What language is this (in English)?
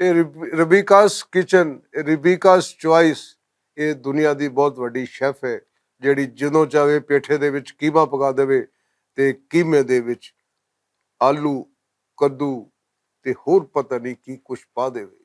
Western Panjabi